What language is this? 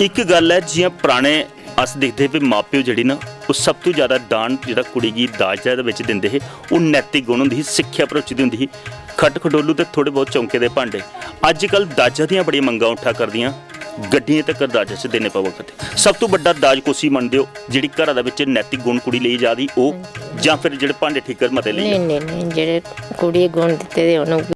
Dogri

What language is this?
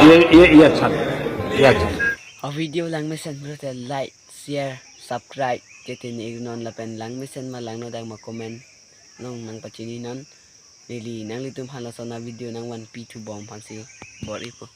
Karbi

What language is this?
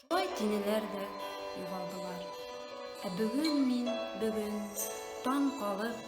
Bashkir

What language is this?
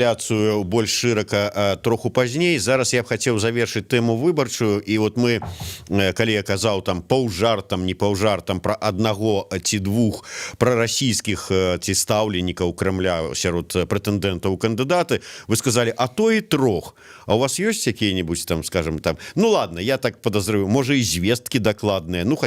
Belarusian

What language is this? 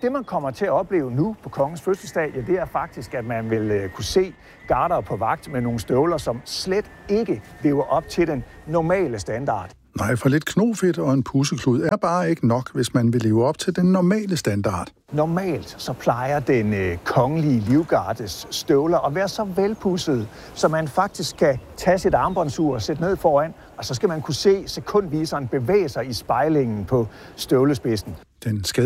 Danish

